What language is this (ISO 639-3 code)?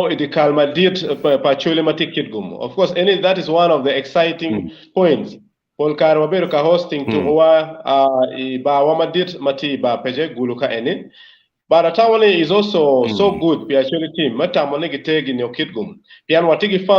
ach